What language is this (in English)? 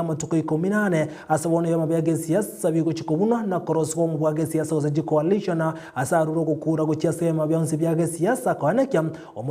Gusii